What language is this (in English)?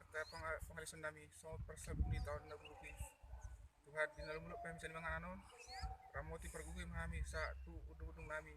Batak Toba